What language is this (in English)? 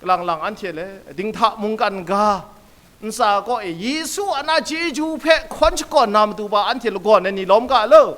Kachin